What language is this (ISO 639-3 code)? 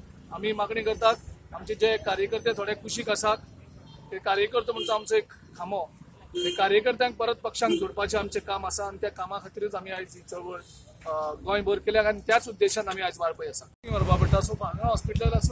kok